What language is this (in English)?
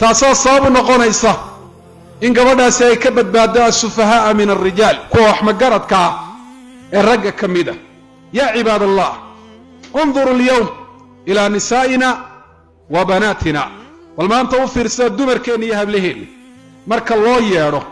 Somali